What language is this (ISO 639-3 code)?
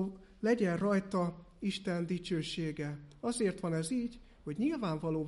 hun